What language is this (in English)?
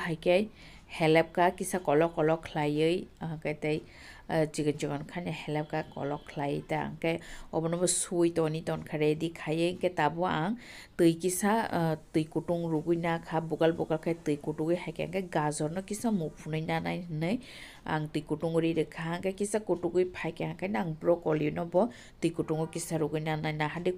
Kok Borok